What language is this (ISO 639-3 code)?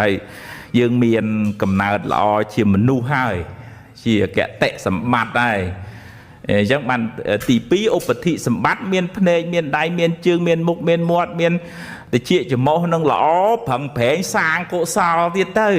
khm